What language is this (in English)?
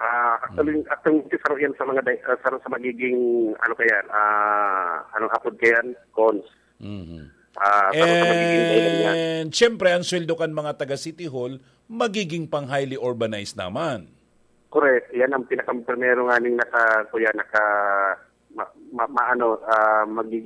Bikol